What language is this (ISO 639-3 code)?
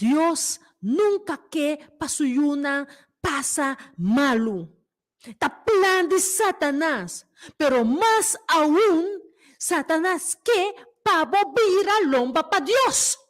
pap